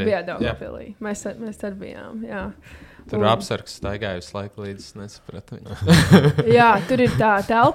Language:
Latvian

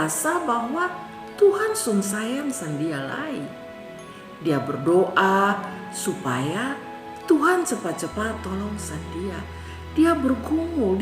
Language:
Kupang Malay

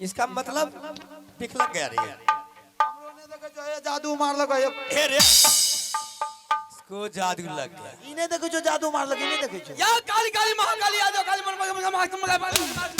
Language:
Maithili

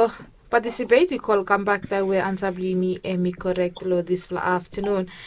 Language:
Bislama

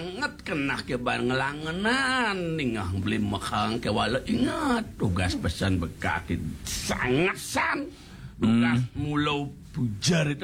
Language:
Balinese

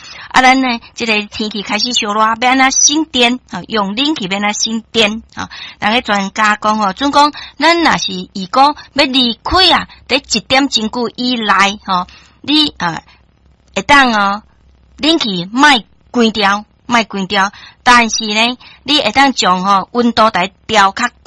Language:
Min Nan Chinese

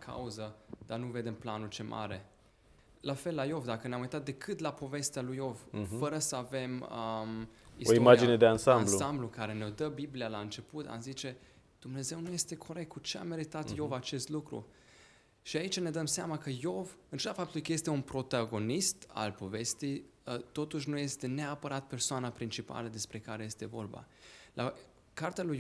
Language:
Romanian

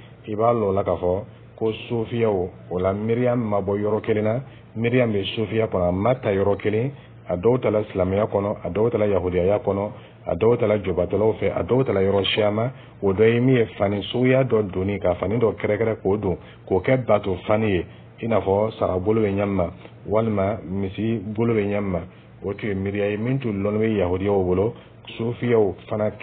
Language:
Dyula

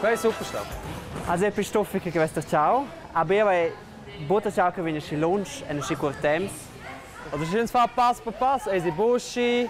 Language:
Romansh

